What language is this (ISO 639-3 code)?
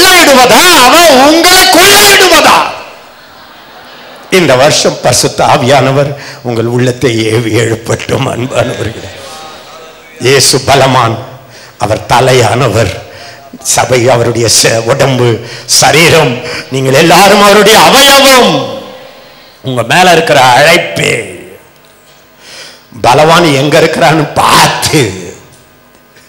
tam